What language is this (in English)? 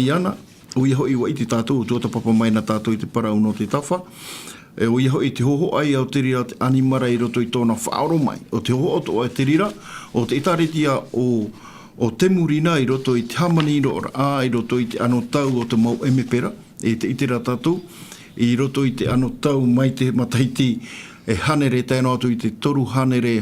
Tahitian